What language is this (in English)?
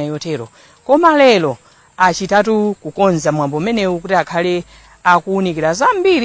Nyanja